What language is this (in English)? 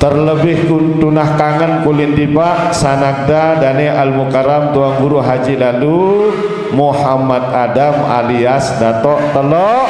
Sasak